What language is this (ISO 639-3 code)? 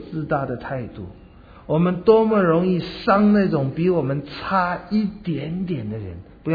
zho